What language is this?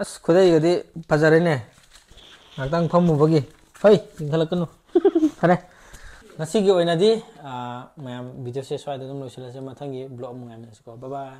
Manipuri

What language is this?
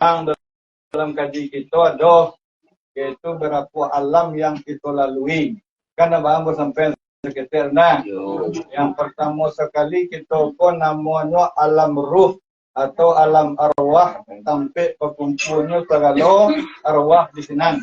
Minangkabau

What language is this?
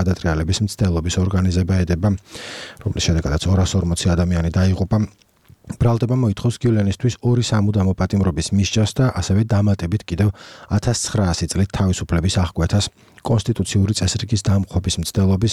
Georgian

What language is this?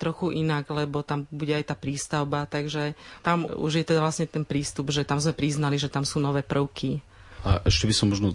Slovak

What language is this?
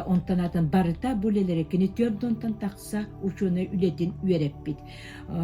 Yakut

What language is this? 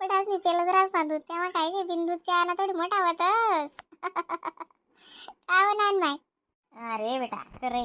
Khandesi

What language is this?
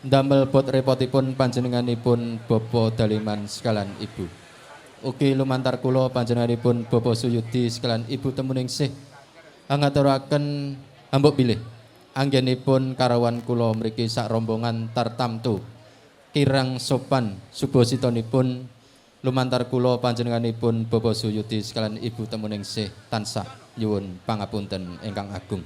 Javanese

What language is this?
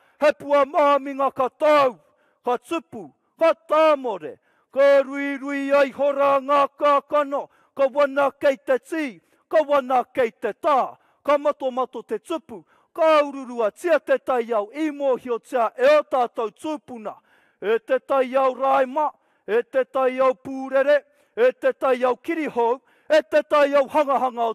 Māori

